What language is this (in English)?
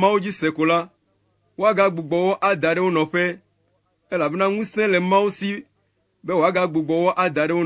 Ewe